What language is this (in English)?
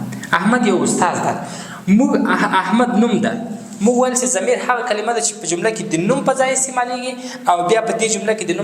Pashto